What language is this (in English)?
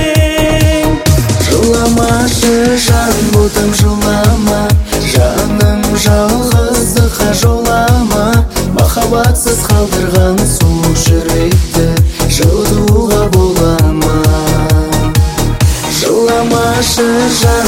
Kazakh